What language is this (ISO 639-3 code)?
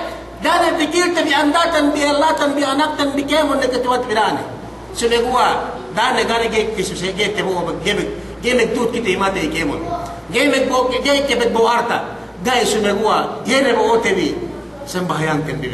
yka